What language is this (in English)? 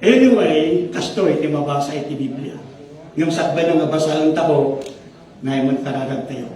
Iloko